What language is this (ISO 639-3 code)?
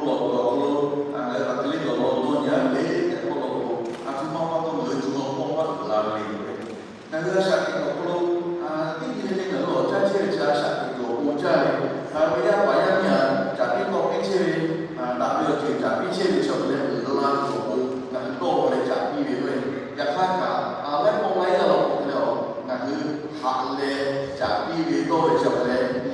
lhu